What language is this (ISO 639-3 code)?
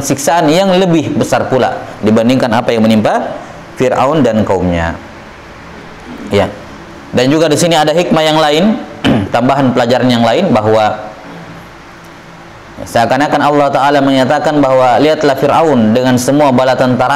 ind